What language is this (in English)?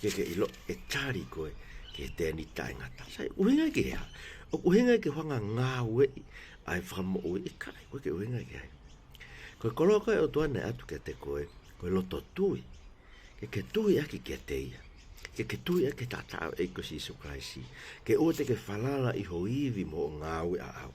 Tongan